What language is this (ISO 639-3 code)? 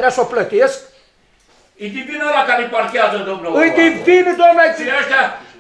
ron